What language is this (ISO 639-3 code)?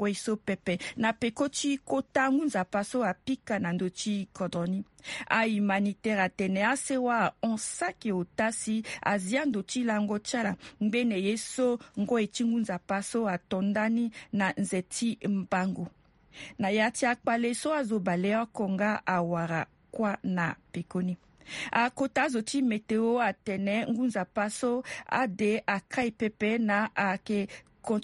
sag